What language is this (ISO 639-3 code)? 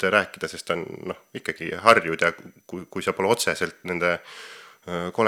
est